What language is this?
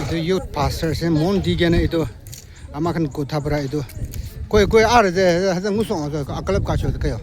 Naga Pidgin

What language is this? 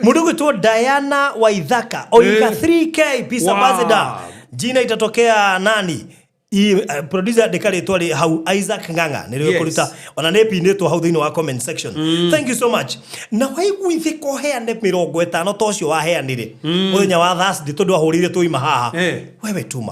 Kikuyu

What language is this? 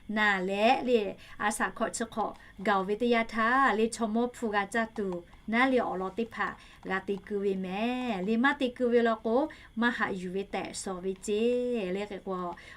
Lahu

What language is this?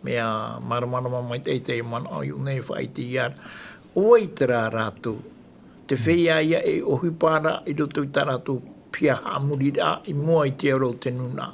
Tahitian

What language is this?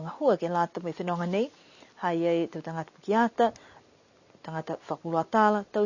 Niuean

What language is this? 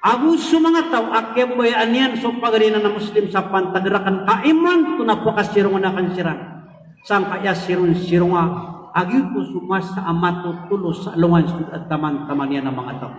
Maranao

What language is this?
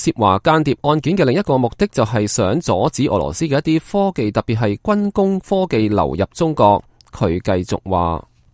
Cantonese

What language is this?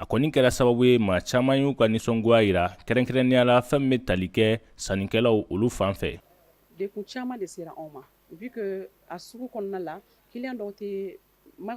Bambara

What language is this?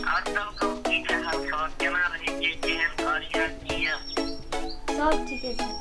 Maithili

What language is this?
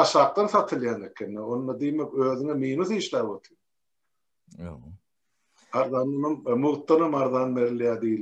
Turkmen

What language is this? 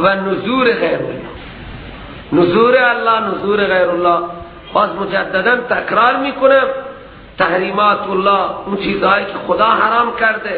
Persian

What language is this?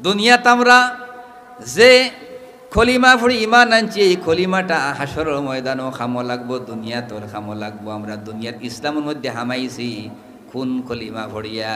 Sylheti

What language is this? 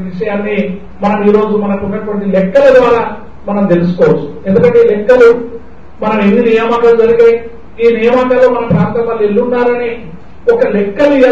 Telugu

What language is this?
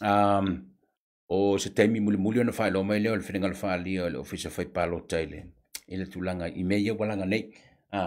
Samoan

